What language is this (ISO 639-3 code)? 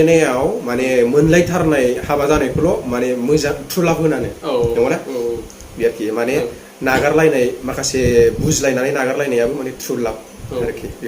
brx